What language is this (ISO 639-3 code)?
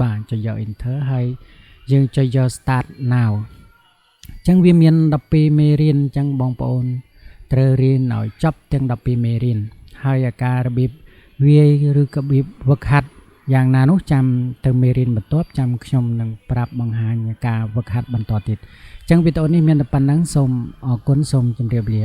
khm